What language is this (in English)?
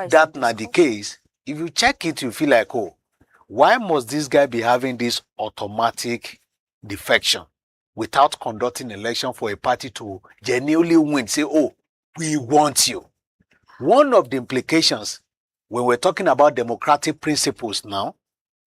Nigerian Pidgin